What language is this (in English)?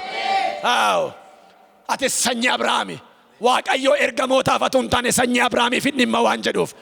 Oromo